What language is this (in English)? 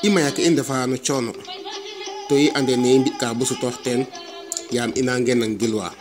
Serer